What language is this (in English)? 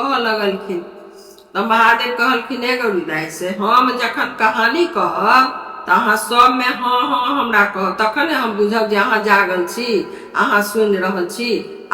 Maithili